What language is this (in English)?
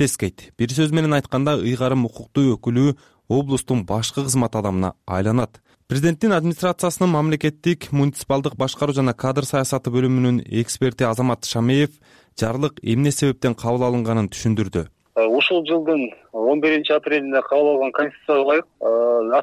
Kyrgyz